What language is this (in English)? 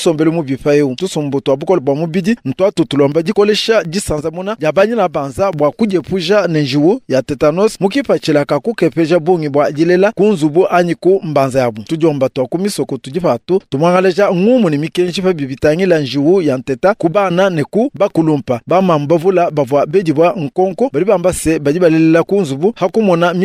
Luba-Lulua